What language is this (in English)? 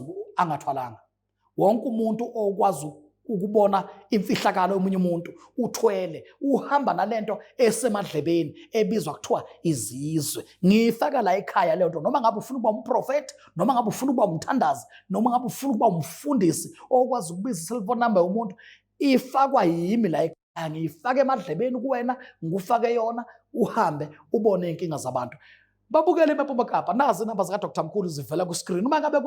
Zulu